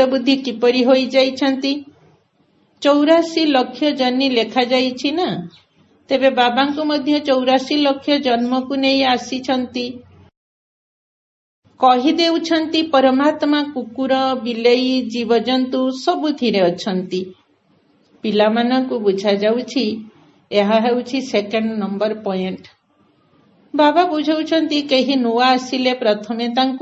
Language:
Odia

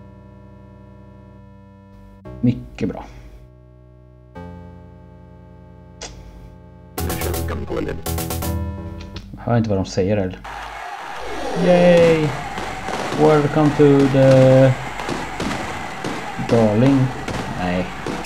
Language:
Swedish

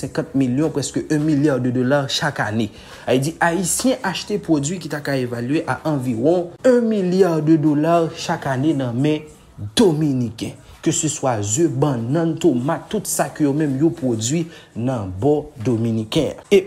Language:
Haitian Creole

